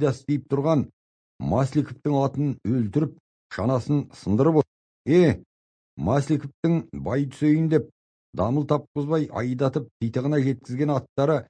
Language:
Kazakh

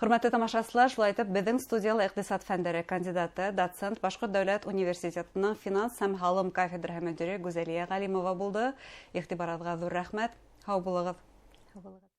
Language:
Bashkir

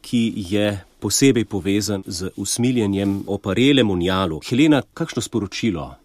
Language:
Slovenian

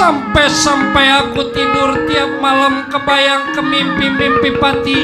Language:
Betawi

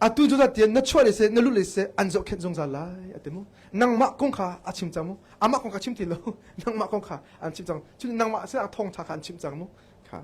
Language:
Hakha Chin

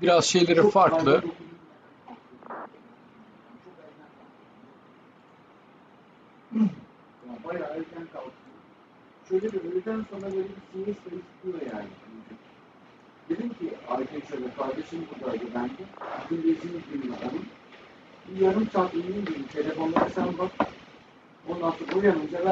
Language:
Turkish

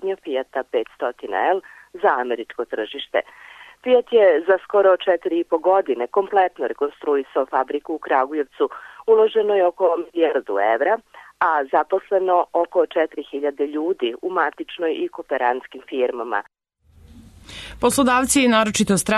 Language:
Serbian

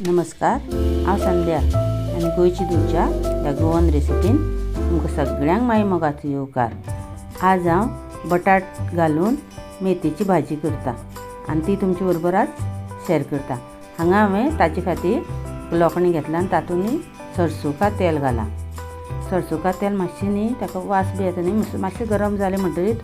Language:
Konkani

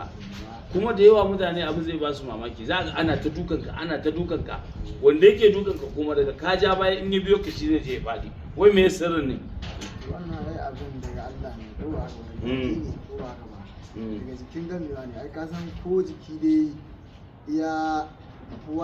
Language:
Hausa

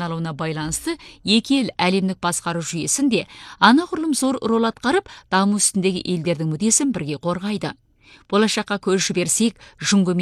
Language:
Kazakh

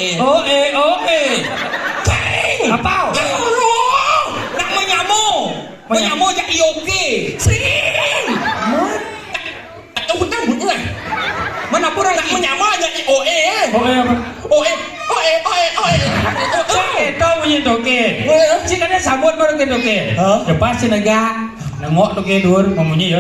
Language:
Balinese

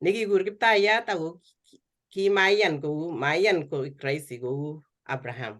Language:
Kalenjin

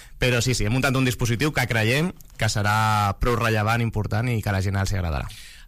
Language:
Catalan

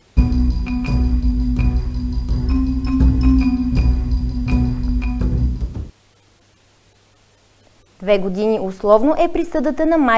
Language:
Bulgarian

